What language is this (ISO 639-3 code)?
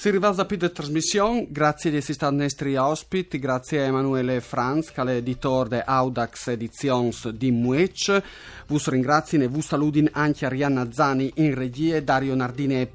fur